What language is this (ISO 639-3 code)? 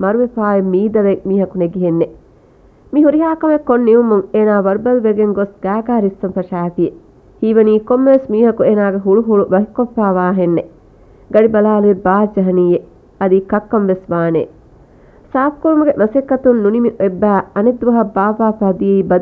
div